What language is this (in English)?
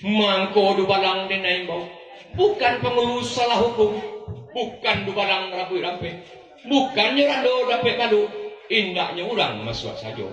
Minangkabau